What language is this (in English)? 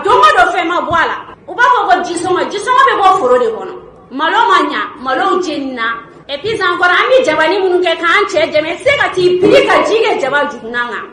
Bambara